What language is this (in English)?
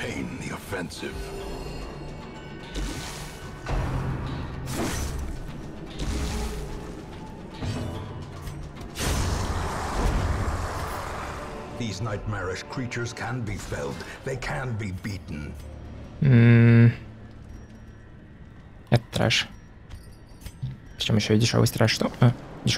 Russian